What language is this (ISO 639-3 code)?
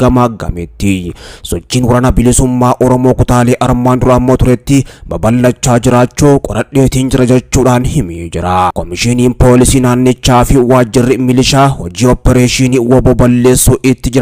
orm